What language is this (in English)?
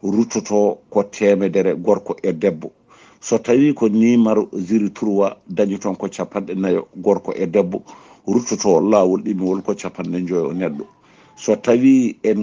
Fula